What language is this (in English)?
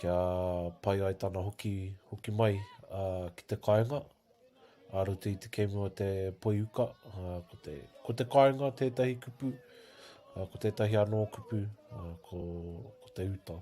Māori